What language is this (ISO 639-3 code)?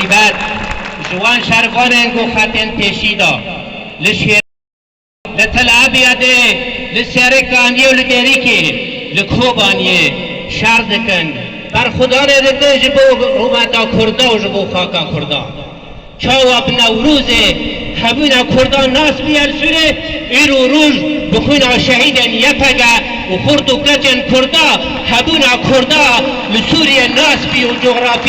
kur